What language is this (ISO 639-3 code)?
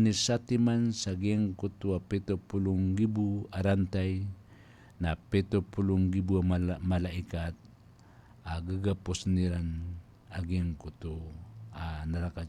mrw